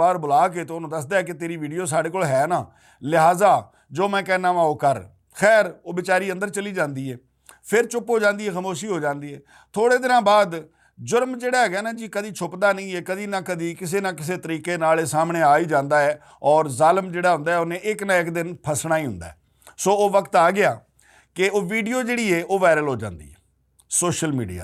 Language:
Western Panjabi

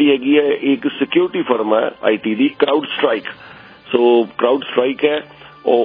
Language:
Punjabi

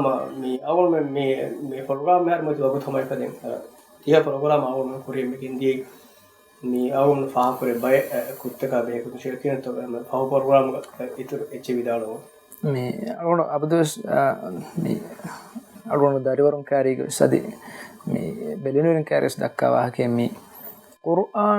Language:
Divehi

